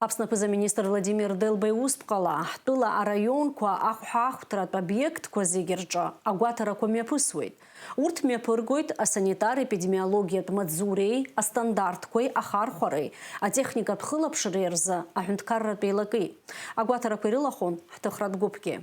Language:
Abkhazian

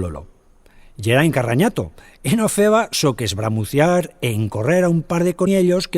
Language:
Aragonese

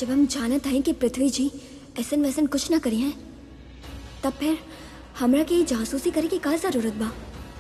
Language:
Bhojpuri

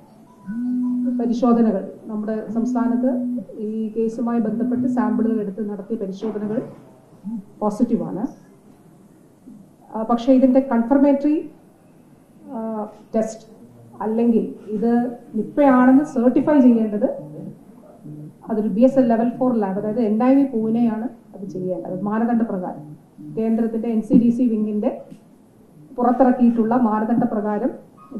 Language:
Malayalam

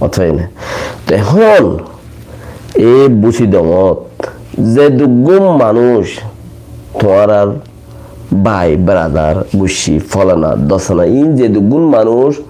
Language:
Rohingya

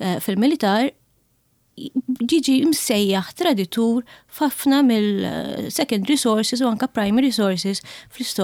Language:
Maltese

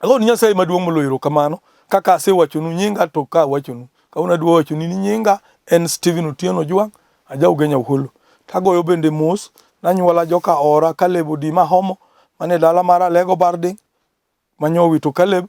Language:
Luo (Kenya and Tanzania)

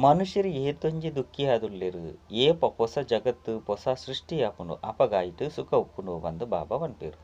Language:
Tulu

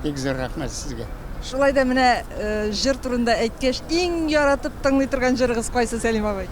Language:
Tatar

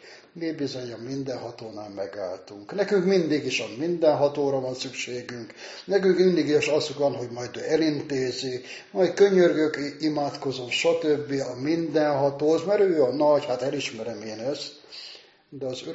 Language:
Hungarian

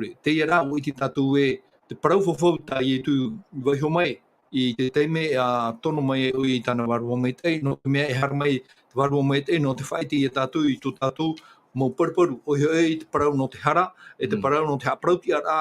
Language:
Tahitian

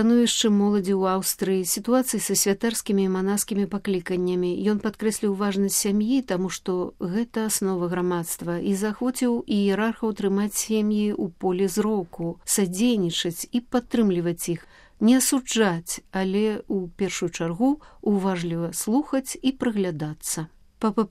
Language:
Belarusian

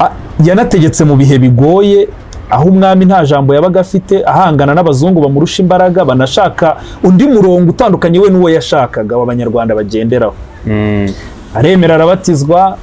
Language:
Kinyarwanda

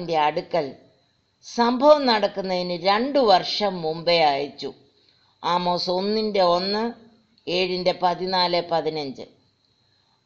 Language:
Malayalam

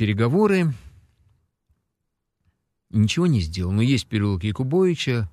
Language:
Russian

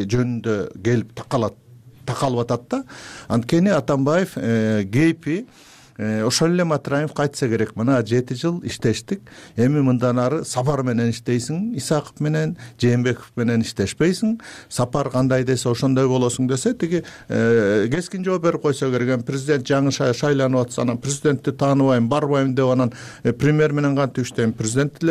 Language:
Kyrgyz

